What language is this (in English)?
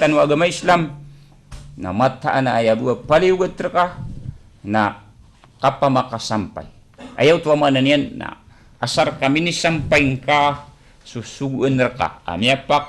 Maranao